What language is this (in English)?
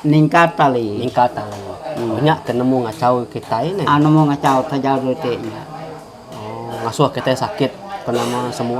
Iban